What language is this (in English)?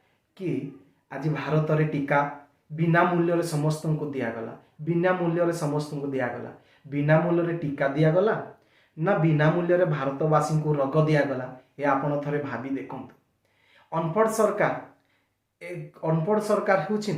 Odia